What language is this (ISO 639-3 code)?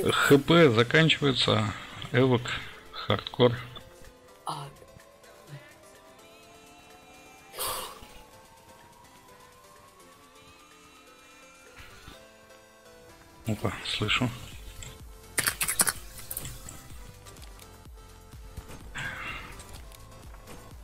rus